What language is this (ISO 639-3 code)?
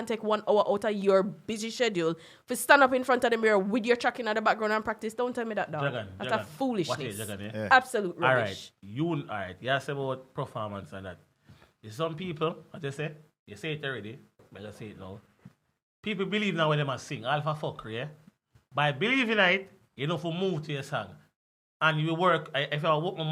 jam